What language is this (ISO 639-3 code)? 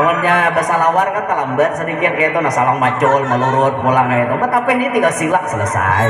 bjn